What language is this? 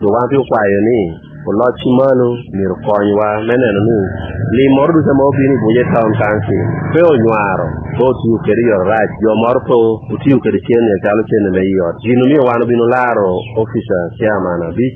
Lango (Uganda)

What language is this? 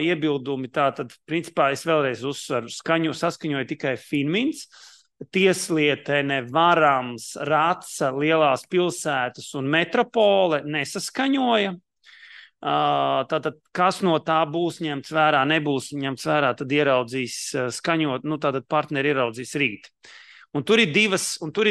Latvian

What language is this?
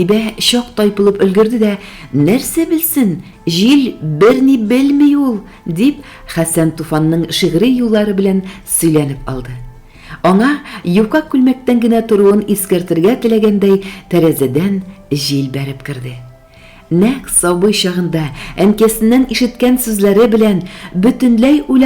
Tatar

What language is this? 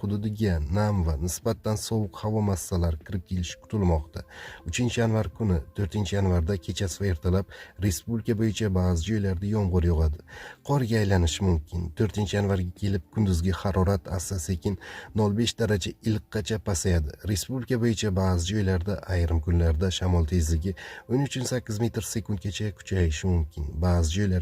Uzbek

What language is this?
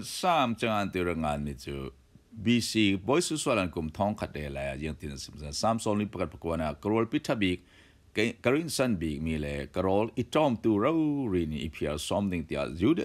Falam Chin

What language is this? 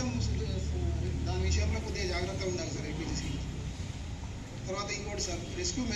Telugu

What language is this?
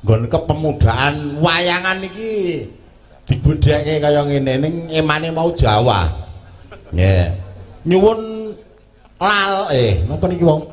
Javanese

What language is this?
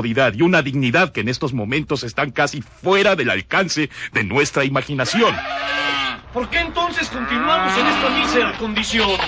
Spanish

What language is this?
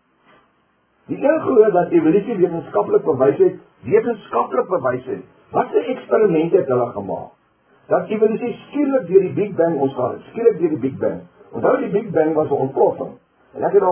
Afrikaans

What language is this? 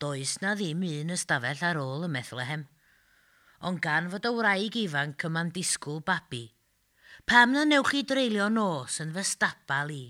Welsh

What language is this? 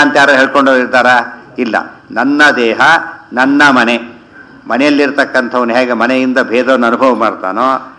Kannada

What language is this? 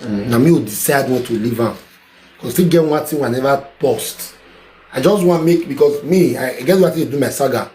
Nigerian Pidgin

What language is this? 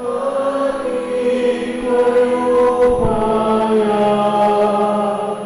Pampanga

